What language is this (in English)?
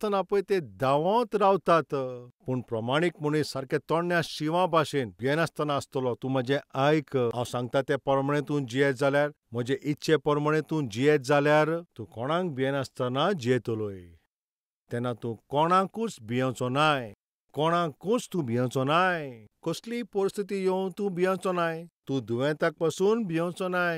Konkani